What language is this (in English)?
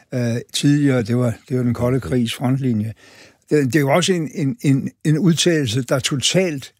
Danish